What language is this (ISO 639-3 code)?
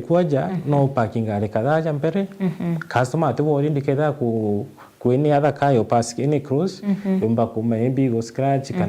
mer